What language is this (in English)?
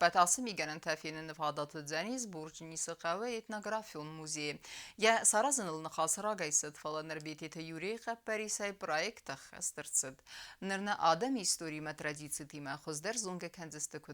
Ossetic